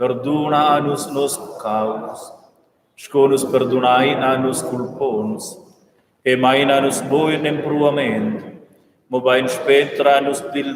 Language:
Romansh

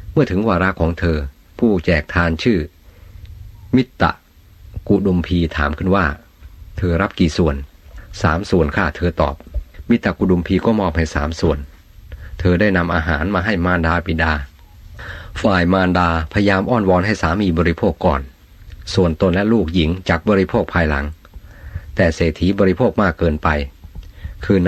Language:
Thai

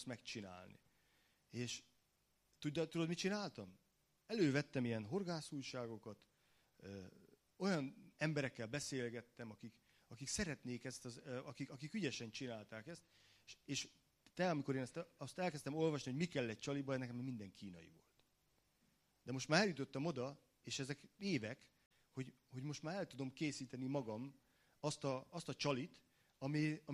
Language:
Hungarian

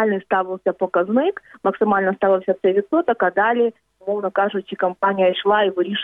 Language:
Ukrainian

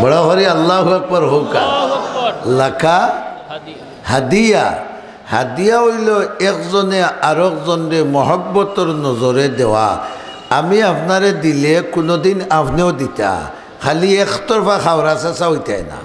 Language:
Sylheti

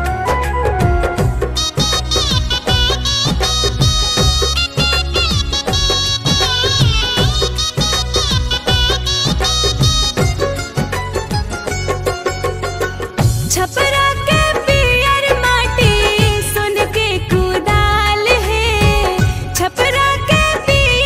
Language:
Bhojpuri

